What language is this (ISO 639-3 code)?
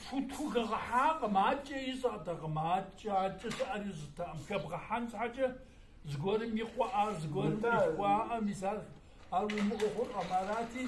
kbd